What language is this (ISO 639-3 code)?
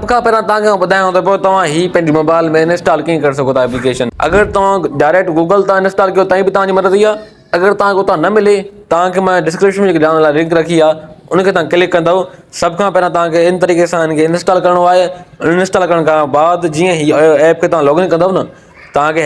snd